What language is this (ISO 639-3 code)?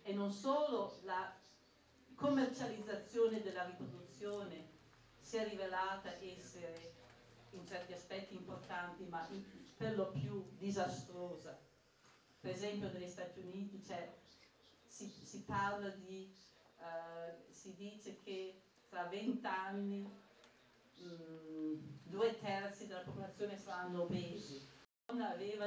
ita